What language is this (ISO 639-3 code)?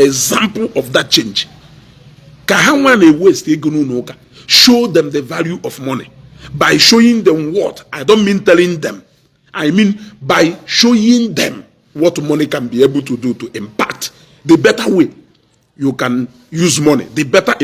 ibo